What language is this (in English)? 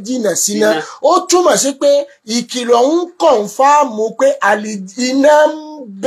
Yoruba